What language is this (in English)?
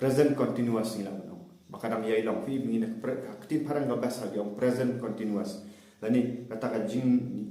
Khasi